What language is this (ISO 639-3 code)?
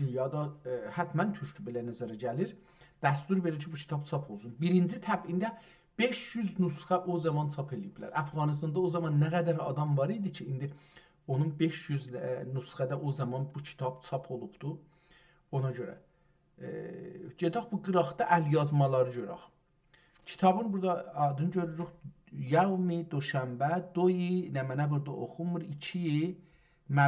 azb